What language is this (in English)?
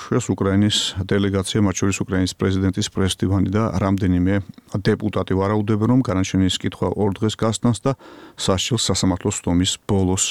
Georgian